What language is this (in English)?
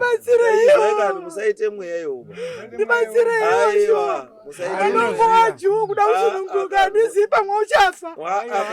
Shona